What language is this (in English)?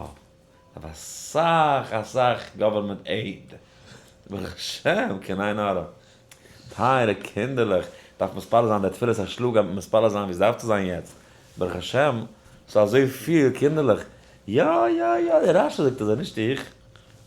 Yiddish